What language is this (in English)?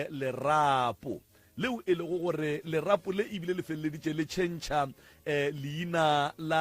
Northern Sotho